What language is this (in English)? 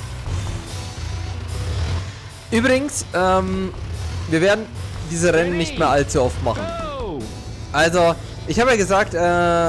German